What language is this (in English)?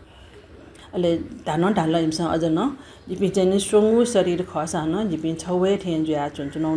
Newari